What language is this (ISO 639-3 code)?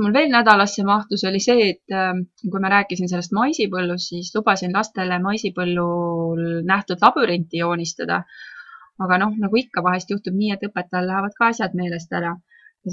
est